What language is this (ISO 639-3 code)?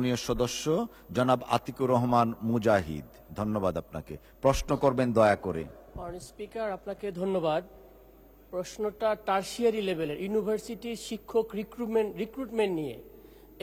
ben